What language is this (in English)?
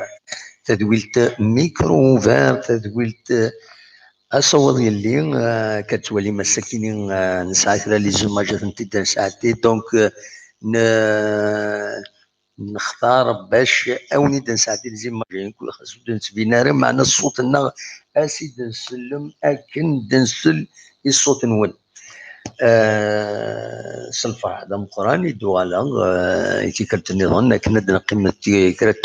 Kabyle